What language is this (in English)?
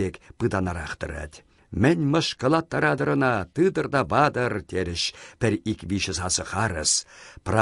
Chuvash